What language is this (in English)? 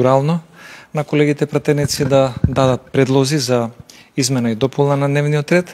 Macedonian